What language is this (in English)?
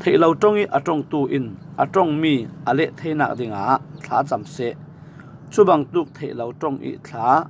Falam Chin